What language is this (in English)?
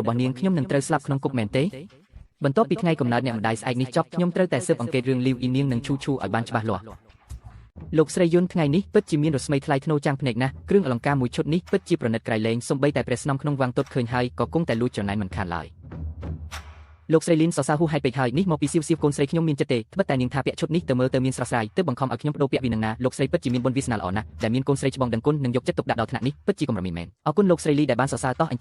Khmer